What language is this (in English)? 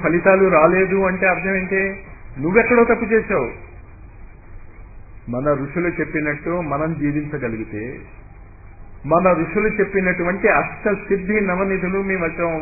Telugu